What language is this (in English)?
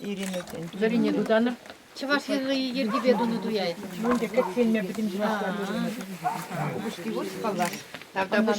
Chuvash